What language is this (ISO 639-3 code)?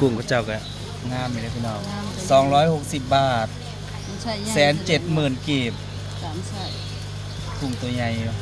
tts